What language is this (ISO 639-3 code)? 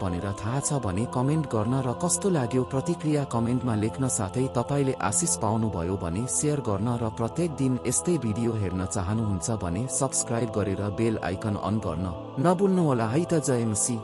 nep